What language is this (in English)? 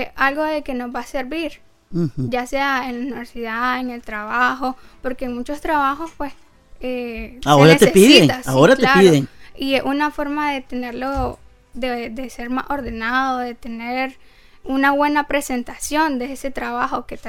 Spanish